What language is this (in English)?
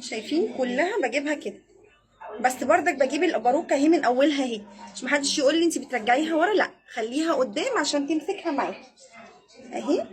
Egyptian Arabic